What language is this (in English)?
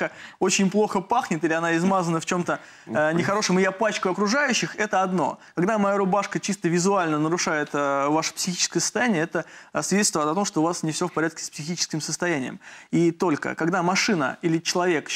Russian